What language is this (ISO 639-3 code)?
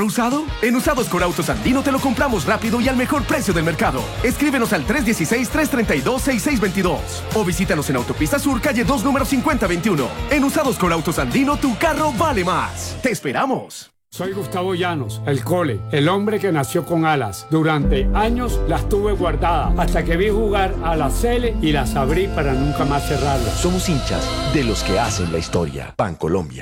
spa